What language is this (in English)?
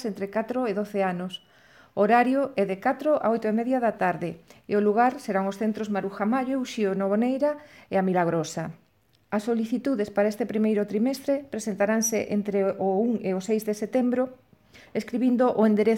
Galician